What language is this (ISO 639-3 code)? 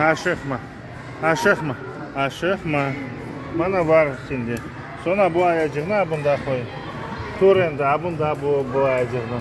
crh